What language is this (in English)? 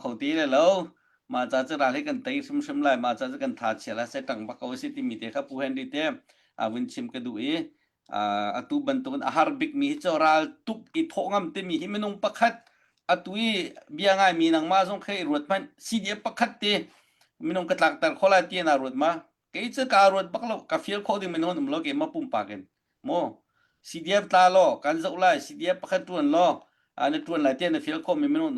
Hakha Chin